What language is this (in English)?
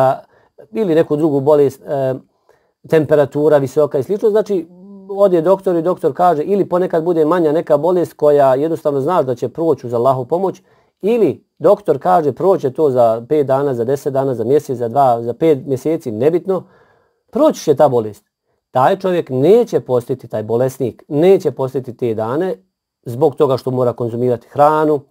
Bosnian